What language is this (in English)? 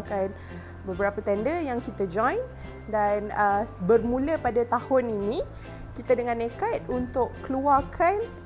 Malay